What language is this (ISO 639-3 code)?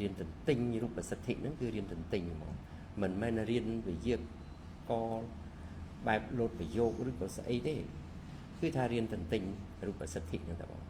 khm